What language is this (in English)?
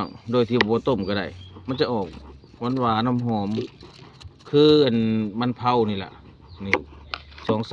Lao